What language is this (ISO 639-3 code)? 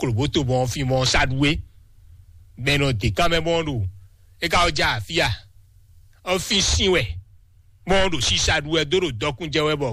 fon